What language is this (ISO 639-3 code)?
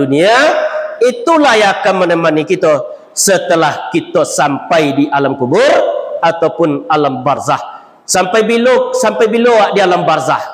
min